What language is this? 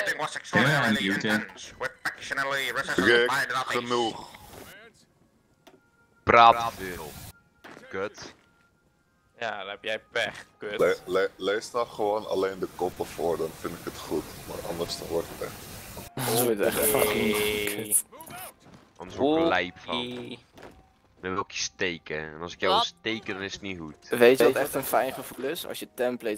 Dutch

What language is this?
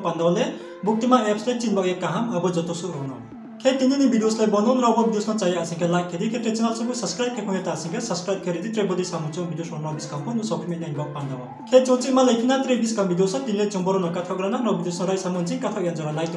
Riang (India)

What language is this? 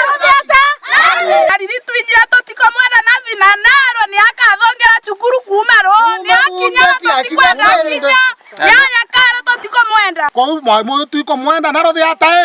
Meru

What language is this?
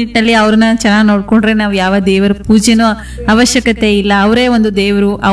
Kannada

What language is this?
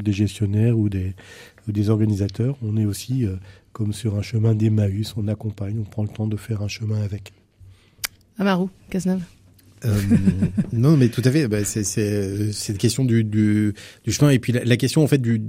French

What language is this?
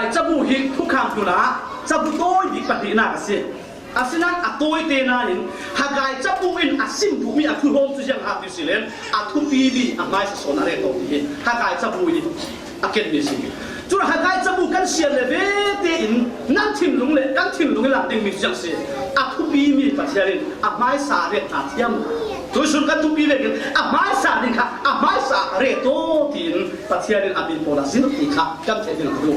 Falam Chin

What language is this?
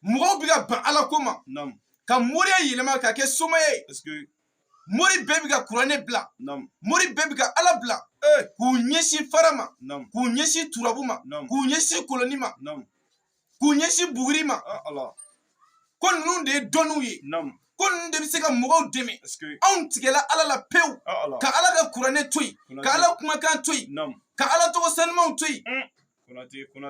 Bambara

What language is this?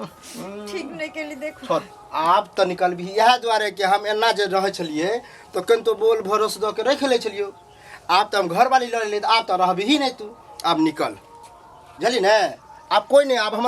Maithili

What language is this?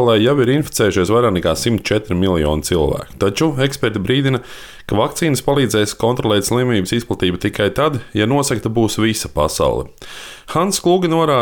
Latvian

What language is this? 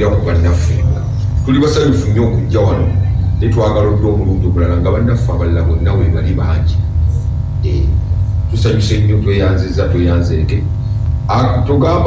Ganda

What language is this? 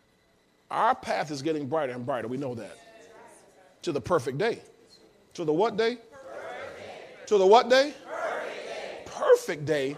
English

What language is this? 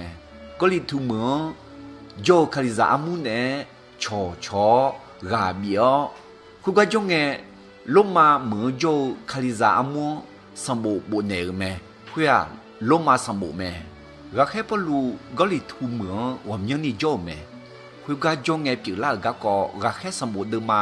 Akha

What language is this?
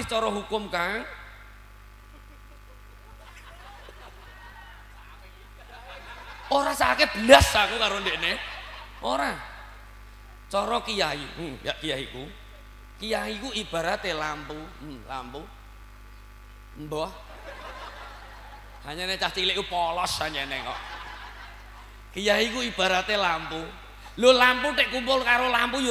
Javanese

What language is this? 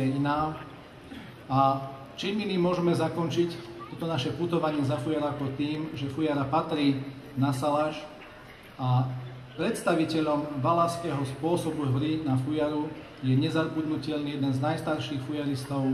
Slovak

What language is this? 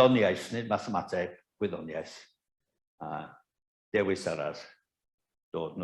Welsh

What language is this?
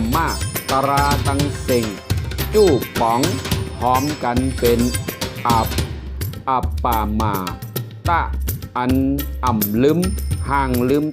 Shan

